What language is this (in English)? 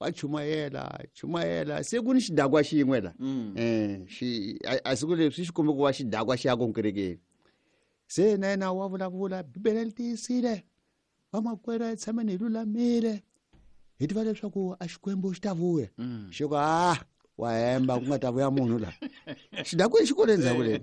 Tsonga